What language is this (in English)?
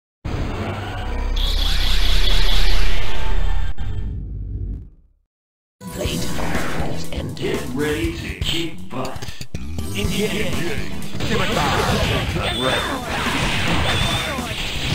English